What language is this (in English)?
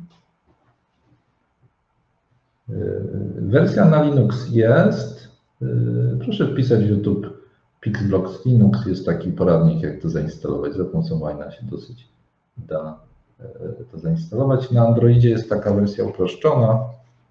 Polish